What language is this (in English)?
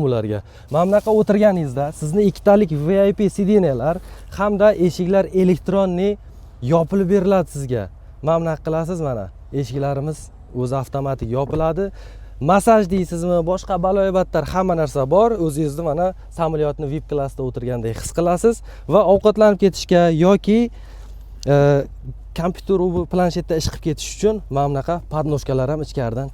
Uzbek